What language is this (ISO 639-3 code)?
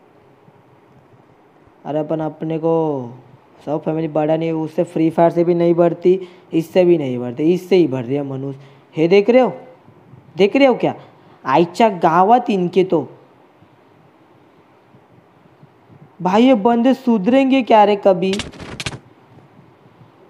hin